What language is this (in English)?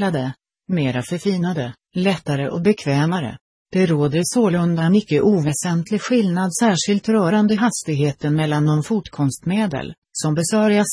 Swedish